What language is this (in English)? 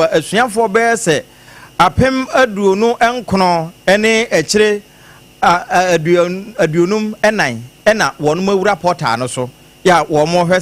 Akan